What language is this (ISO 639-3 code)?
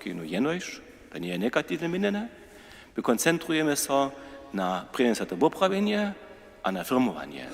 hsb